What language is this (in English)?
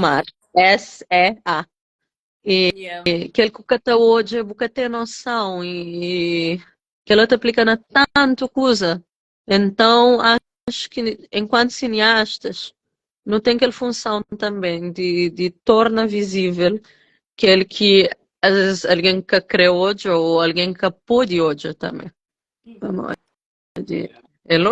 Kabuverdianu